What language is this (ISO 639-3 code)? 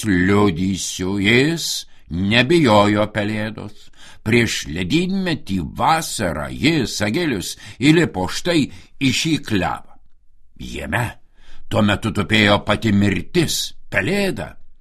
lit